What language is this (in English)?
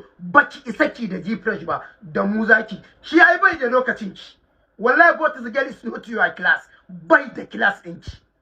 Hausa